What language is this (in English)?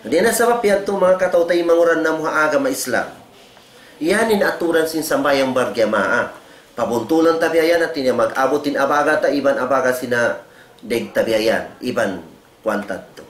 Tausug